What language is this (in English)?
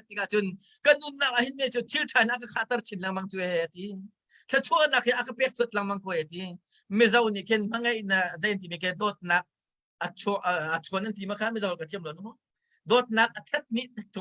Hakha Chin